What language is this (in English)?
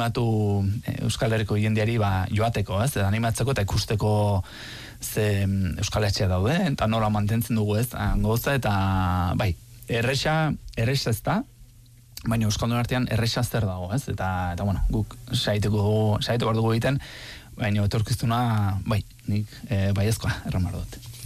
Basque